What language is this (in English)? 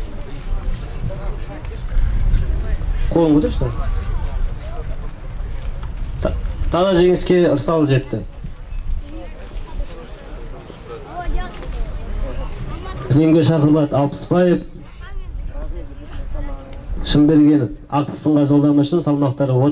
Kazakh